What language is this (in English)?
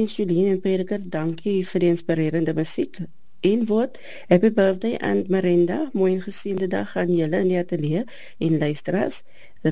Afrikaans